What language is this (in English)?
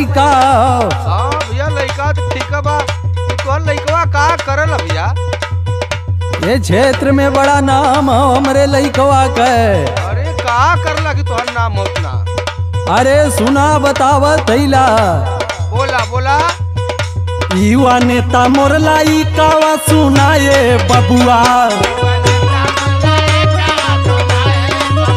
Bhojpuri